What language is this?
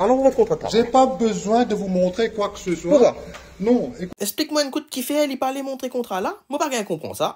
Morisyen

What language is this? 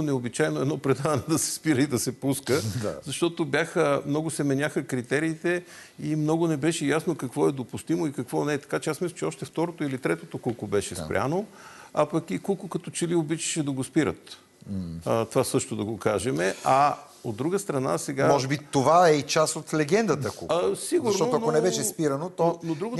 Bulgarian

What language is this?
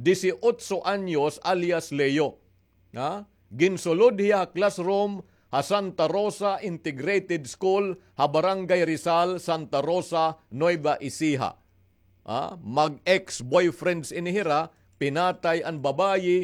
Waray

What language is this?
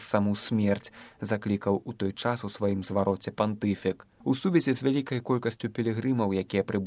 Belarusian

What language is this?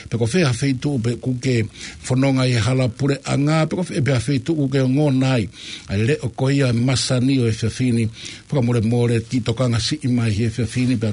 Tongan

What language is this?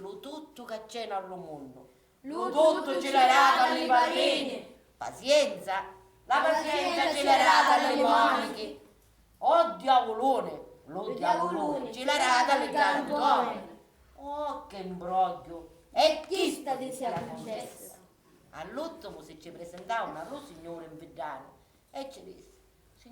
Sicilian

